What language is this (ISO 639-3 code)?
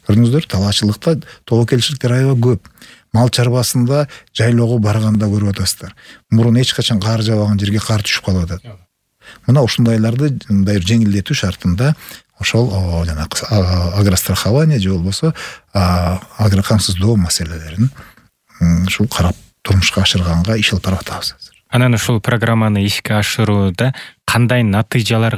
kir